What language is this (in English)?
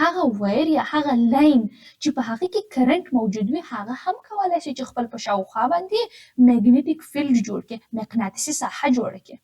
Pashto